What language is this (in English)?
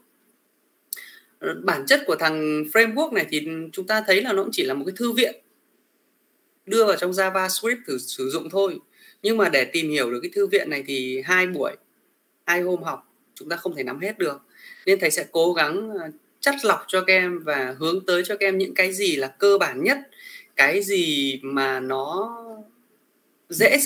Vietnamese